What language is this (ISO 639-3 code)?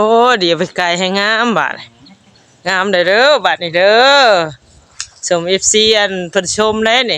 tts